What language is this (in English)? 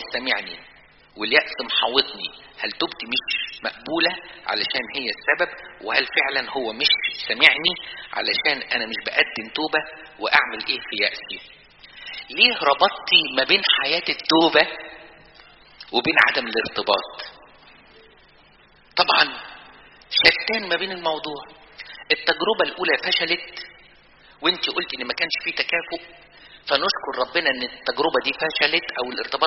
Egyptian Arabic